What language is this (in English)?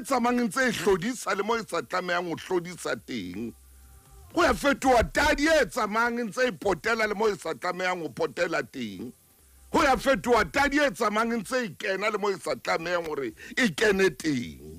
Southern Sotho